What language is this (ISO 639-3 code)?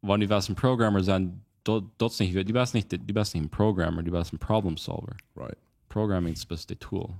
pdt